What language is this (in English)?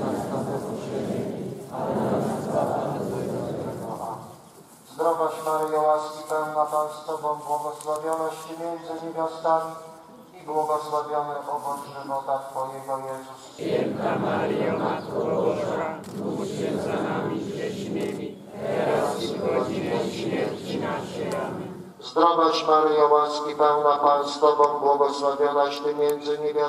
Polish